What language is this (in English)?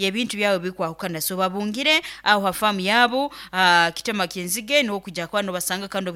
Nyoro